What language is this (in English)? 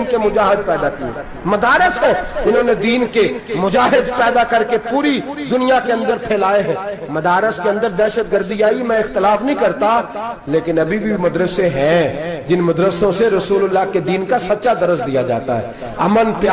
Urdu